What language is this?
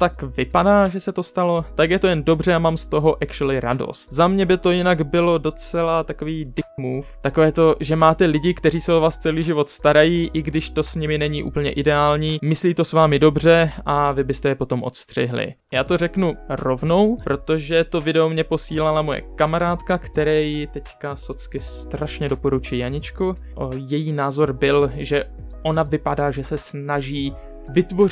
Czech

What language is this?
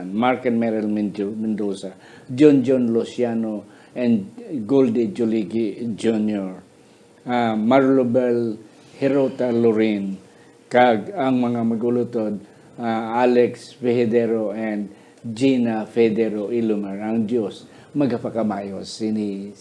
Hiligaynon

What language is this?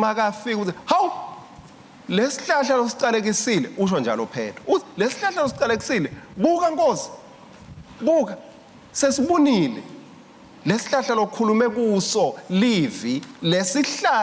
Swati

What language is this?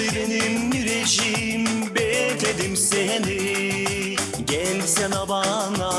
Gagauz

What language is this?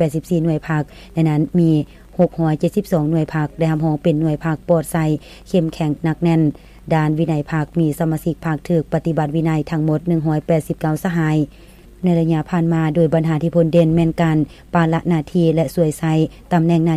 Lao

